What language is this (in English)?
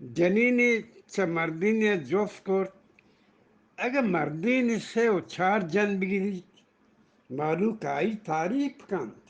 Eastern Balochi